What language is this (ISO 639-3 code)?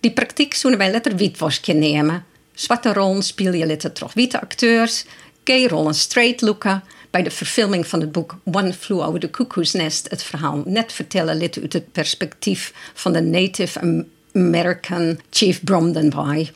fry